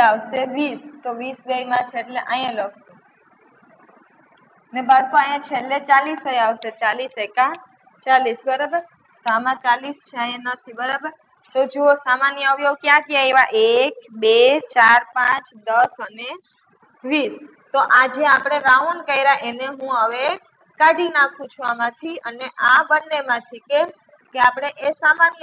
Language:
Gujarati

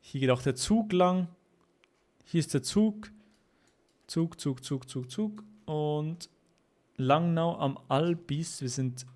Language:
Swiss German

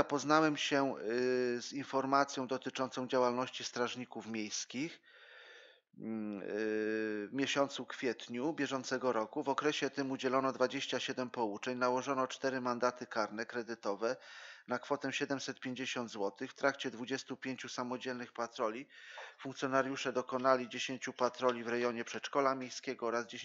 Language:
Polish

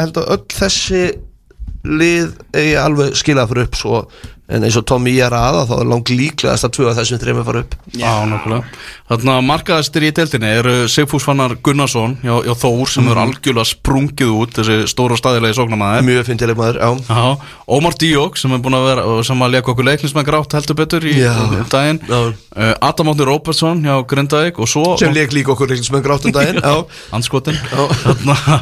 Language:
Icelandic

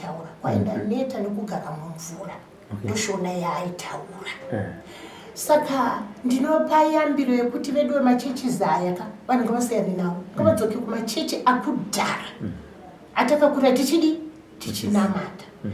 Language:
Shona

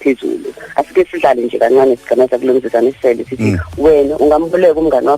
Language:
Zulu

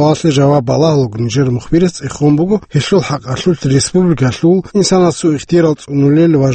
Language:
Avaric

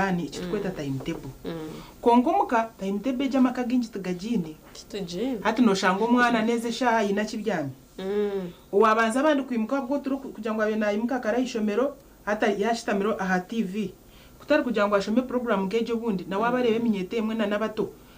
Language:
Nyankole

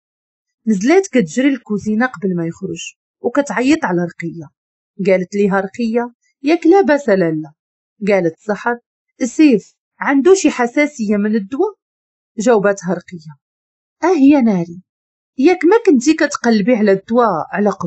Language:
Moroccan Arabic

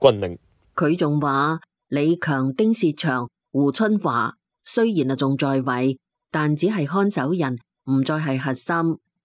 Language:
Cantonese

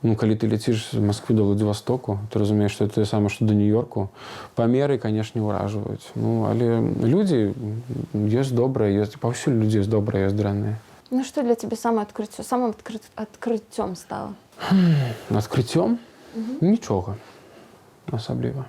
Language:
Belarusian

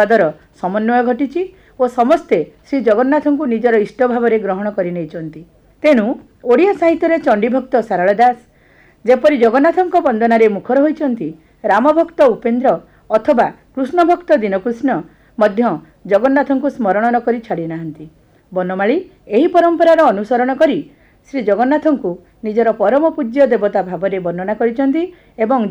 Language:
Odia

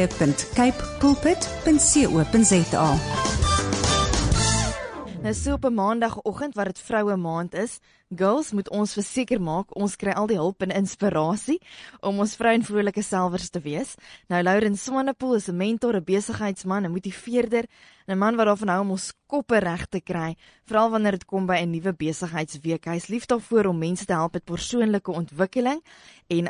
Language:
Afrikaans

